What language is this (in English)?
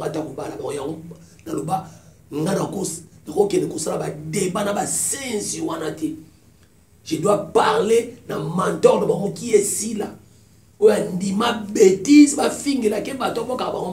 Lingala